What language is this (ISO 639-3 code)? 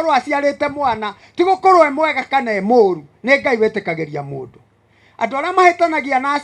kik